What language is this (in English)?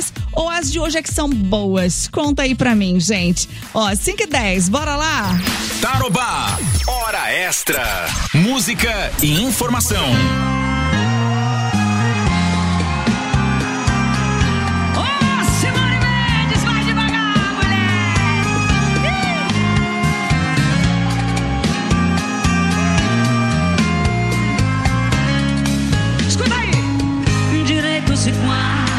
Portuguese